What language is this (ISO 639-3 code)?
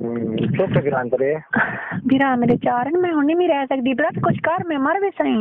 skr